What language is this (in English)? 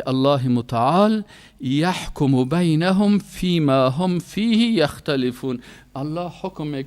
Persian